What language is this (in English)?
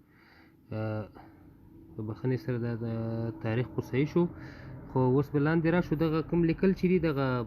Pashto